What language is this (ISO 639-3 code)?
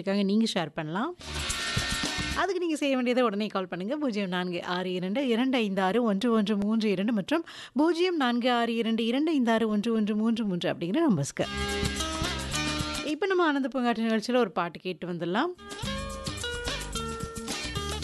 tam